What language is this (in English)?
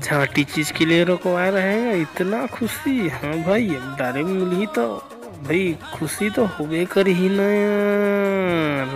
Chhattisgarhi